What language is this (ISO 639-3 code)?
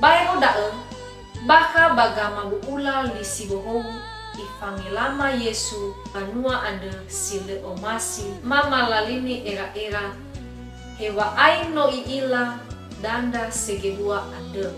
nia